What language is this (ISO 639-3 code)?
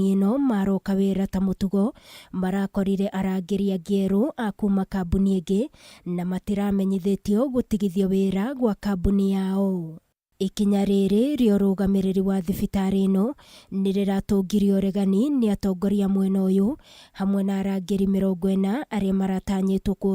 kik